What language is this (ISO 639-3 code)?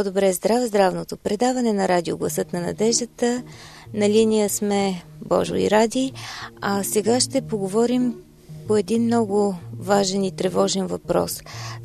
bul